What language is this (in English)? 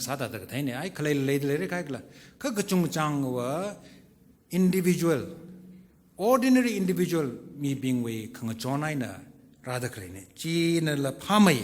Tangkhul Naga (India)